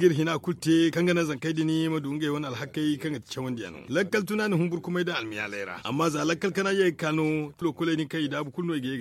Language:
Zarma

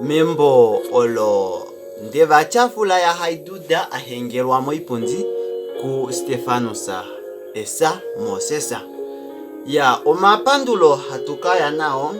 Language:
Kuanyama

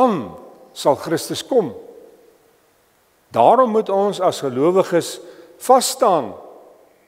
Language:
Afrikaans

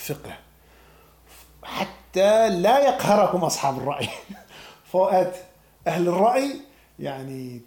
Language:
Danish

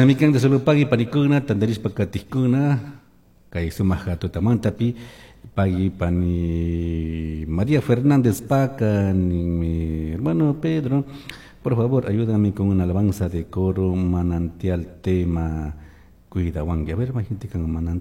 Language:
Chimborazo Highland Quichua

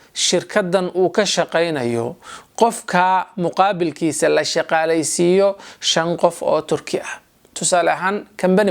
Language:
Somali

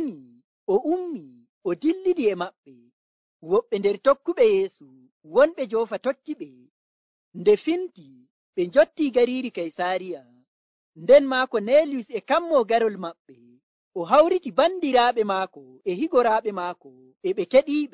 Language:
Nigerian Fulfulde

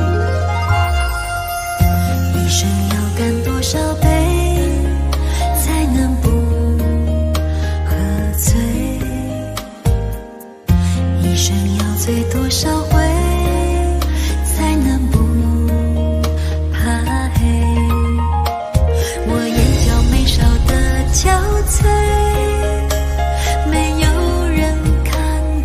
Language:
Chinese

